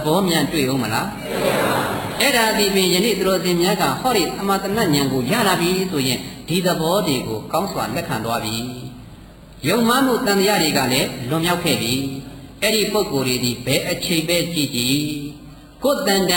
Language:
Burmese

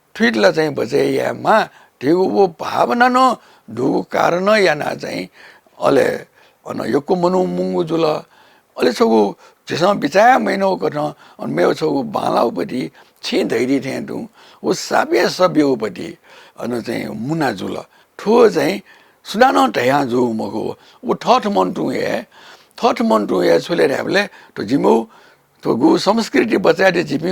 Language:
Newari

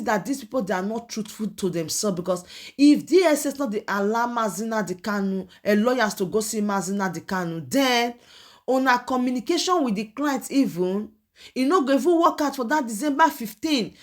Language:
Nigerian Pidgin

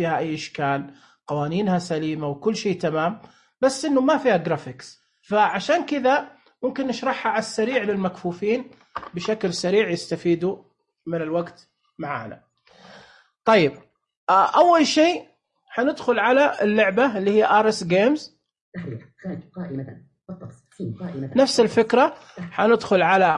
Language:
Najdi Arabic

